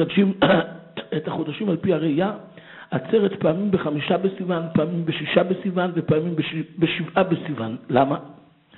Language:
Hebrew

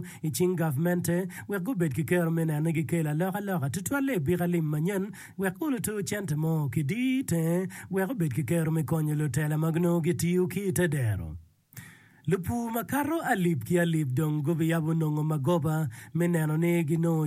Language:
Acoli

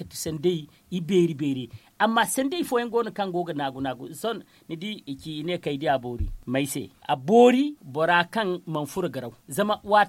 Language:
Zarma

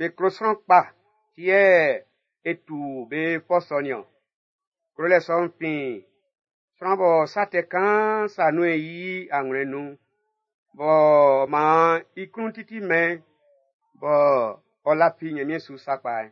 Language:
Baoulé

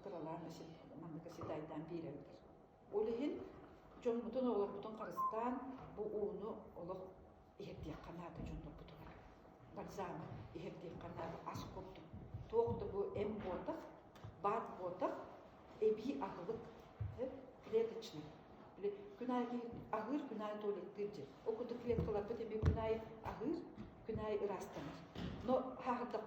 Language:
Yakut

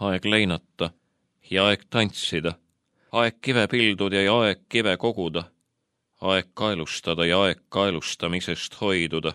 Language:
Estonian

